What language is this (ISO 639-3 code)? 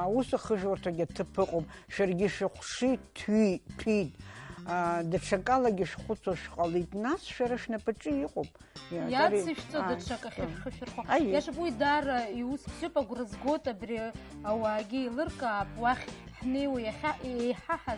abk